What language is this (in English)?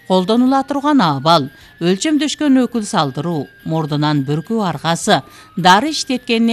Kyrgyz